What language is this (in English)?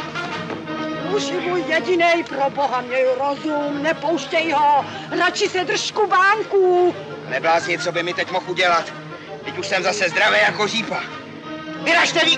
Czech